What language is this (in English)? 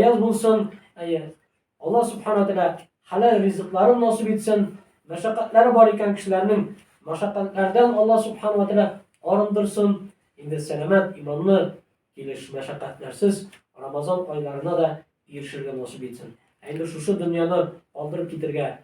Tatar